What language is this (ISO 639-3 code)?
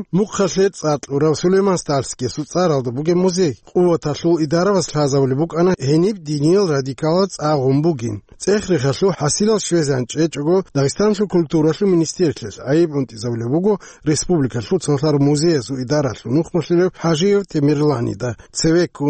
ava